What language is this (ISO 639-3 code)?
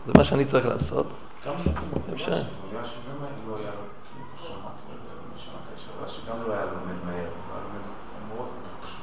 heb